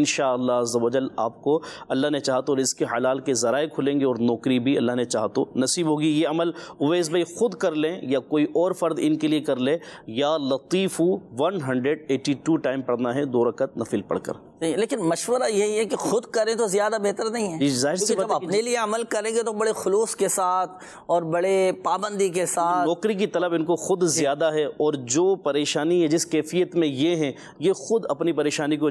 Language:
Urdu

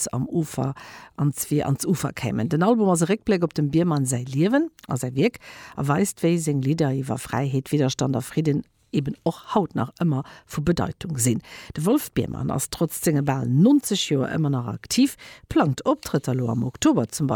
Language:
Luxembourgish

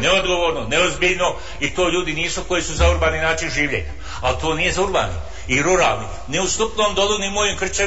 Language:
Bosnian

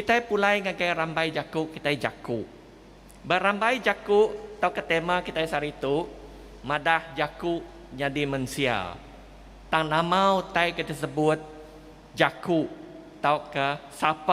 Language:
Iban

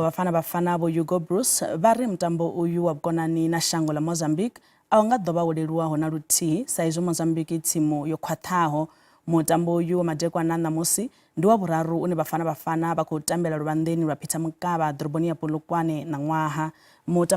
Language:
Venda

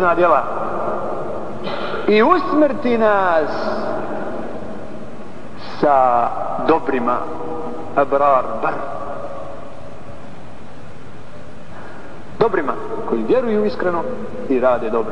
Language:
Bosnian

